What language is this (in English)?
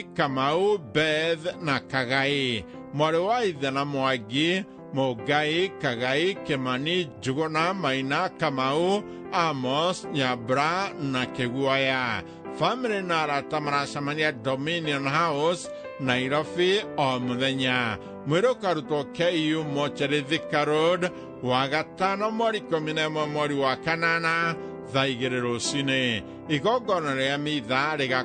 Kikuyu